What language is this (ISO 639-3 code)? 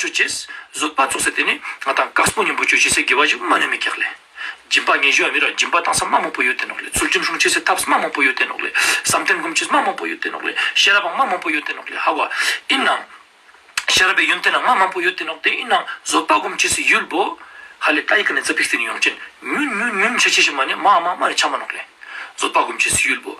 lbj